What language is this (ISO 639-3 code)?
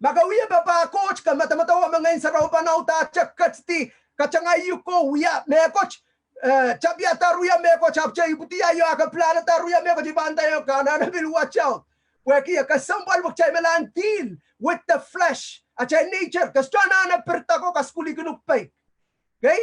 pon